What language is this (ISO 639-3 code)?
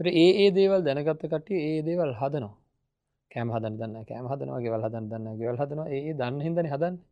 sin